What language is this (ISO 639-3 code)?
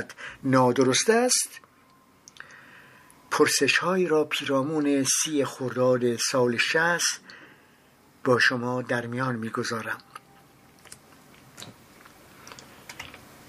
fas